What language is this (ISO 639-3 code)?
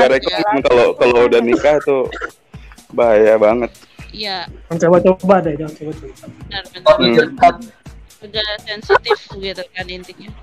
ind